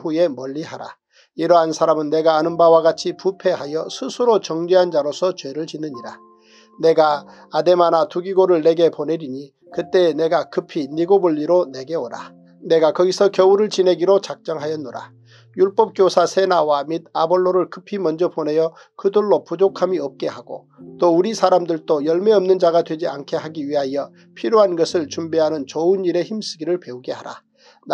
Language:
Korean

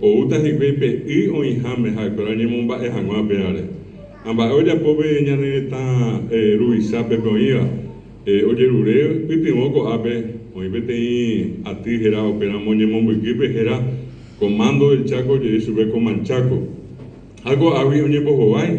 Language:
Guarani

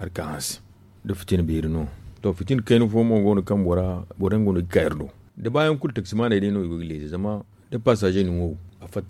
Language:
Zarma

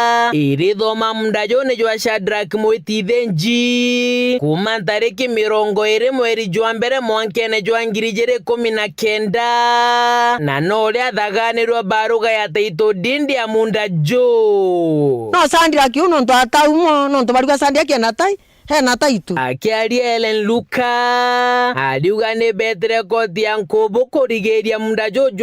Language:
Meru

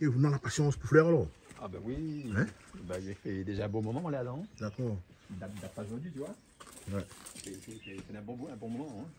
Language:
Réunion Creole French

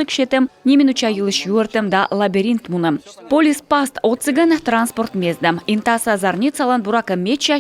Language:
Komi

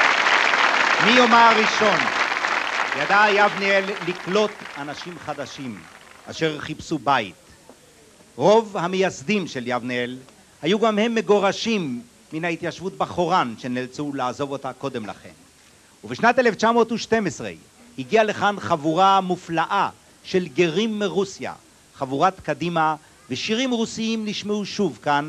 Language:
Hebrew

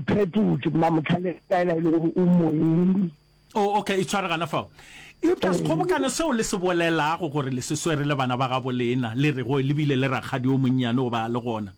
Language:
Northern Sotho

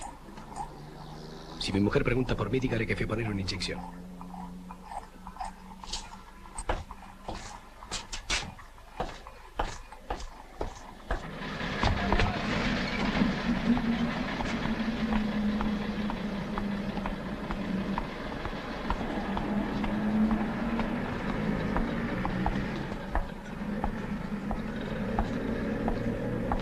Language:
Spanish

